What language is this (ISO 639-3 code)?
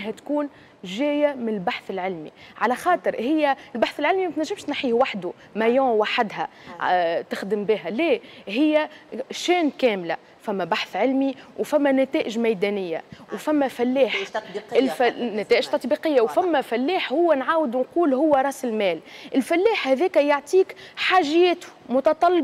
aeb